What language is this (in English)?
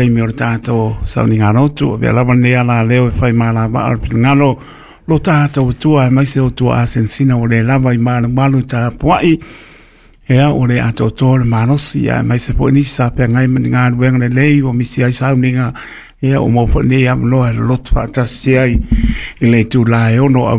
Samoan